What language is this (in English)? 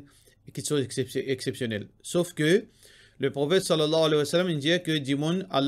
Morisyen